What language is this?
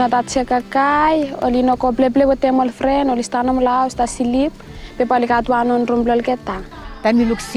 Bislama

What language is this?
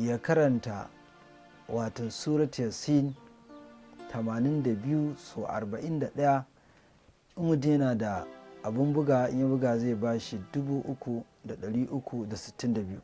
Hausa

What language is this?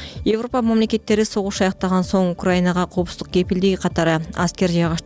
Kyrgyz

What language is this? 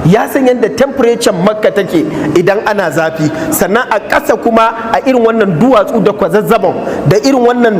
Hausa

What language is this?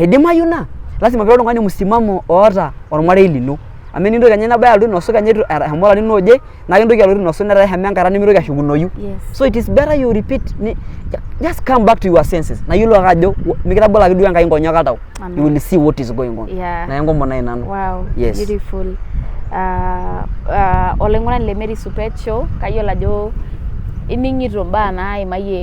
Masai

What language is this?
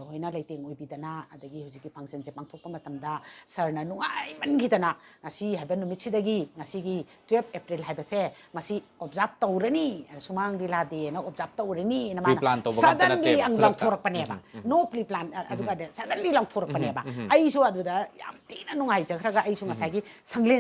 Manipuri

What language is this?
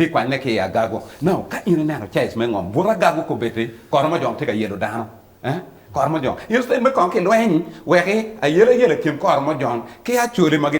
Acoli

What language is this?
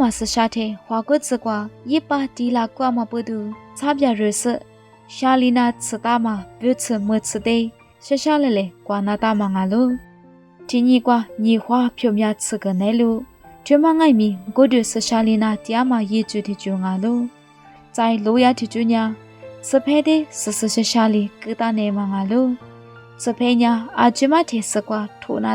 Lisu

